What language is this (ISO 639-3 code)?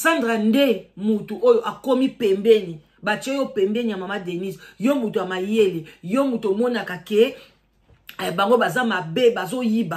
lin